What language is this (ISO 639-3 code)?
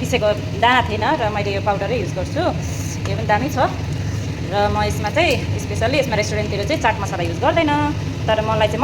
nep